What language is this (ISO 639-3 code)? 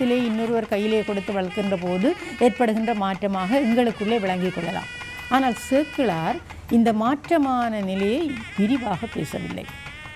tam